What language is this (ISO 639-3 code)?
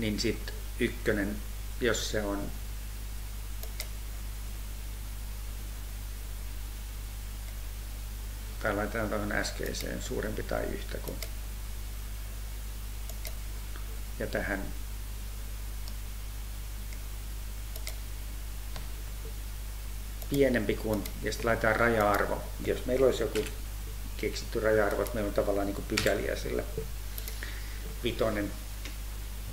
fin